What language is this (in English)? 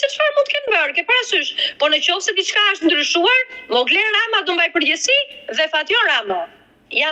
Albanian